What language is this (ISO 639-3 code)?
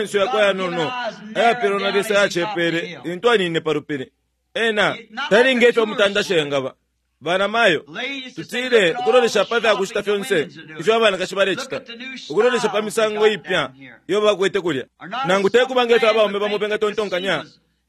bem